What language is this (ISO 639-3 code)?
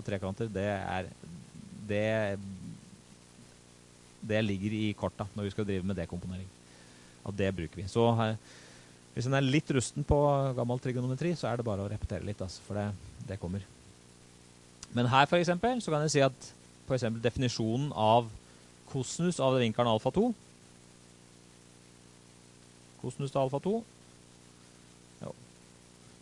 nor